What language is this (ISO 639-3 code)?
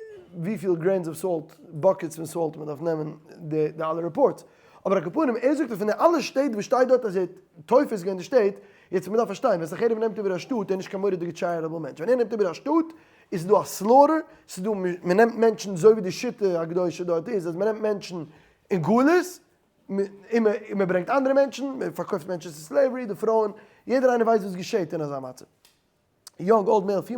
yid